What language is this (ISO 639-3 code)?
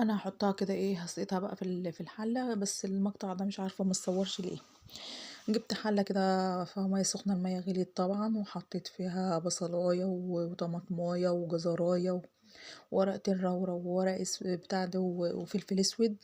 arz